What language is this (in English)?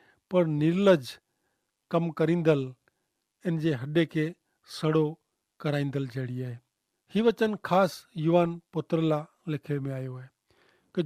Kachhi